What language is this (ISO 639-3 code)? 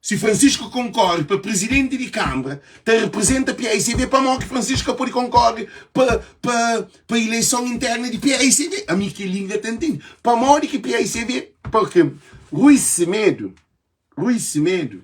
kea